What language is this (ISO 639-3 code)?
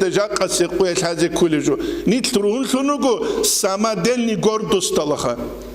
ava